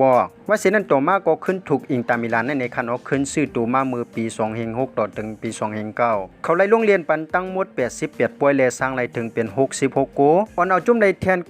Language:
Shan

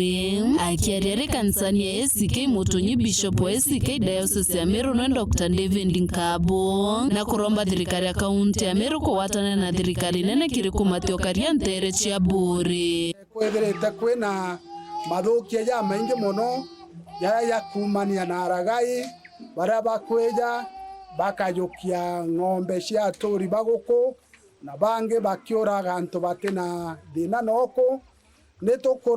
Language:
Meru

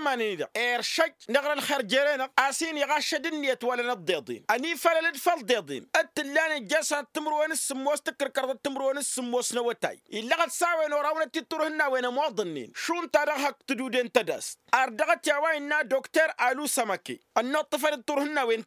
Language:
Tamasheq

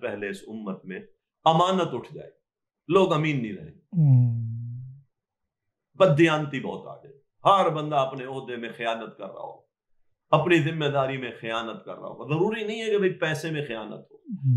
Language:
Urdu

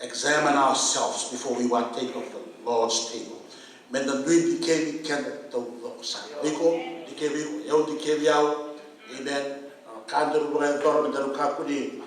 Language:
Fijian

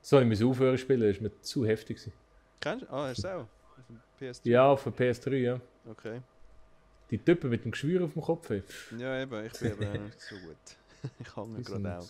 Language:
Swiss German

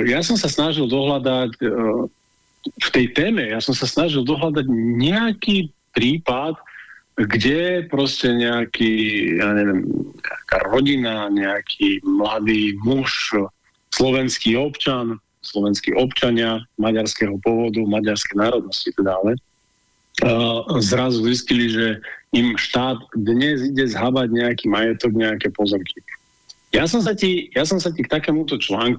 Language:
Slovak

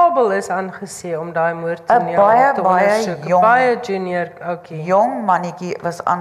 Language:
Afrikaans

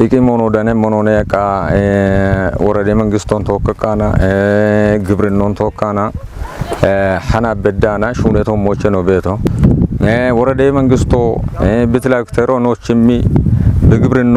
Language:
Kafa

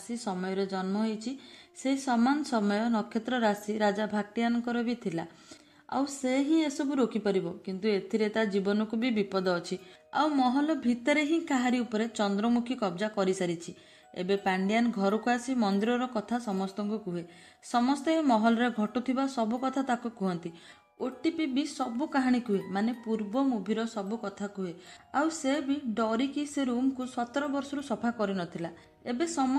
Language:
Odia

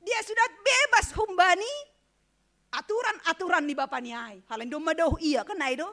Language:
Batak Simalungun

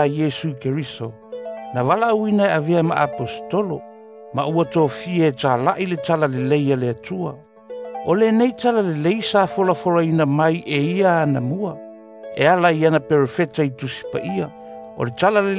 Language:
Samoan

